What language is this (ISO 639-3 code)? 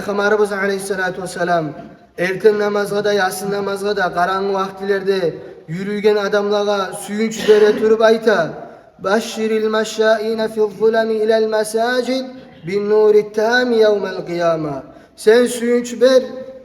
kum